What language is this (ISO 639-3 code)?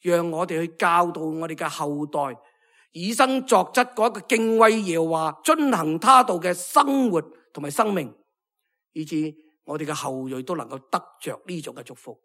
yue